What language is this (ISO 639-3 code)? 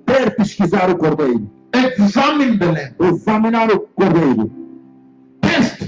por